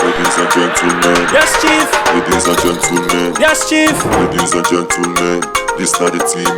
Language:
Krio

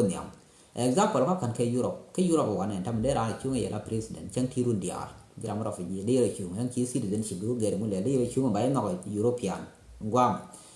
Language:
Nuer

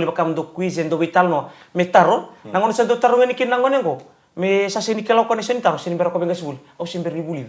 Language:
Fijian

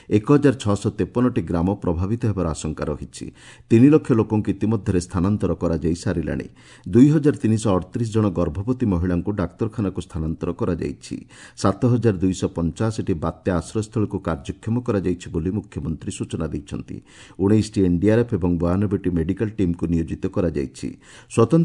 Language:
Odia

